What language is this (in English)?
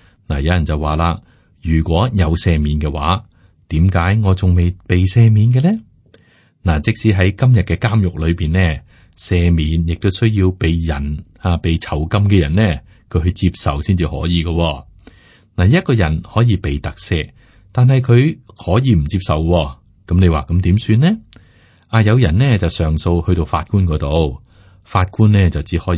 Cantonese